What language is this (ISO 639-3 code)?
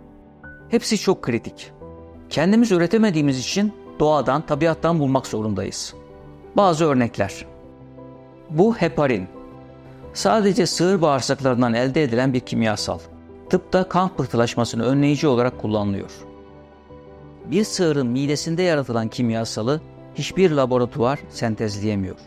tur